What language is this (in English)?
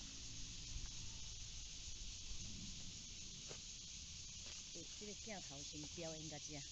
Min Nan Chinese